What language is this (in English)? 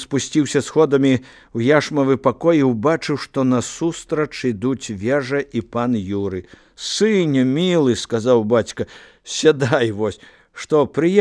Belarusian